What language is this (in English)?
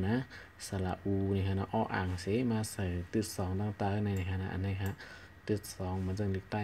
Shan